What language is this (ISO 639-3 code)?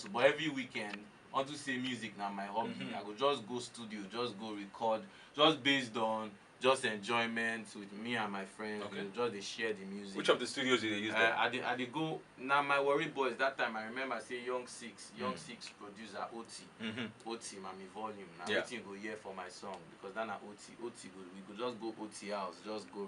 pcm